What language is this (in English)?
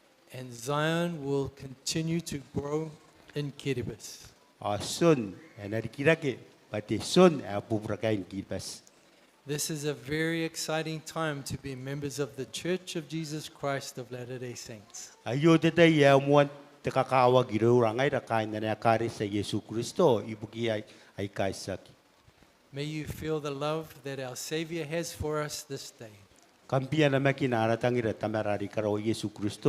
Gilbertese